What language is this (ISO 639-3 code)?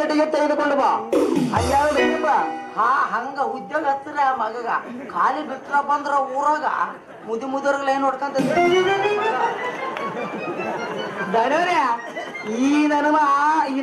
kan